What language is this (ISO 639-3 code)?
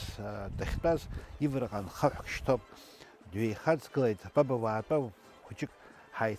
abk